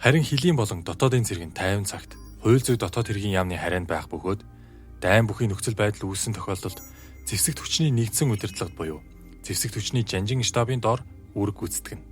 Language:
Mongolian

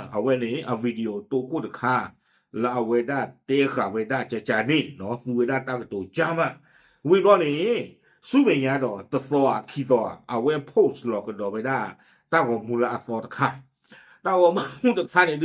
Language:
S'gaw Karen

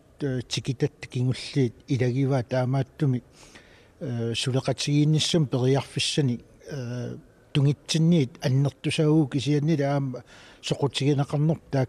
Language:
Kalaallisut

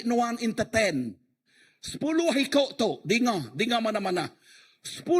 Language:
Iban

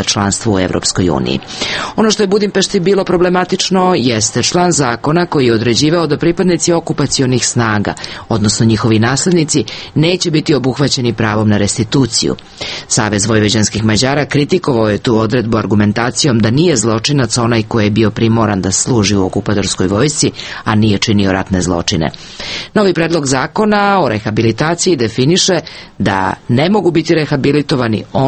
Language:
Serbian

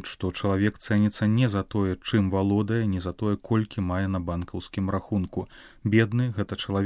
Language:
Belarusian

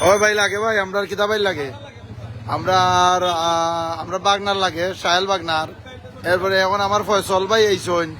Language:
Sylheti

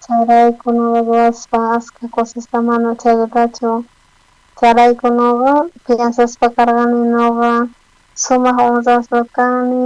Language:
South Bolivian Quechua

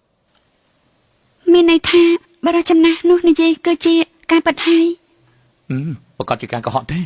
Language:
Khmer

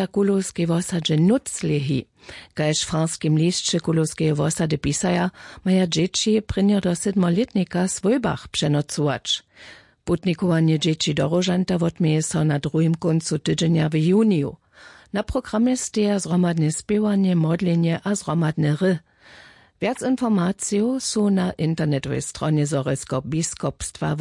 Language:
Upper Sorbian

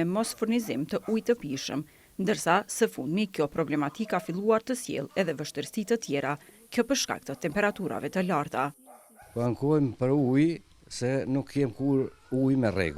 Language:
Albanian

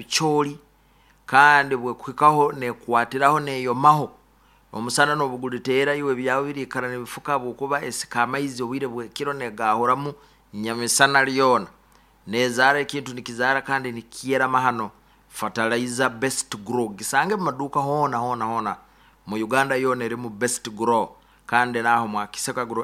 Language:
Nyoro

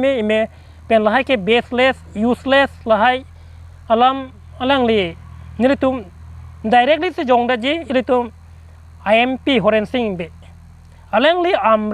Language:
Karbi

